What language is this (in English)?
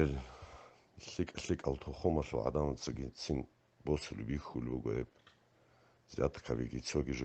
Avaric